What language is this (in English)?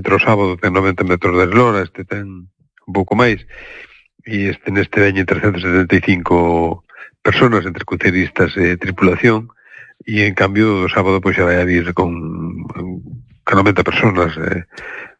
Galician